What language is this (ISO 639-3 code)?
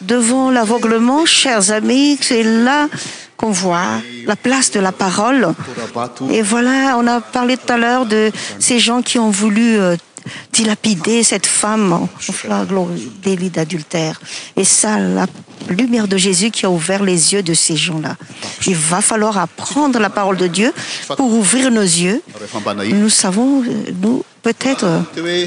fra